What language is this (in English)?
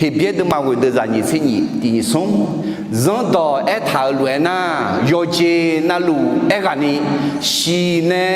Akha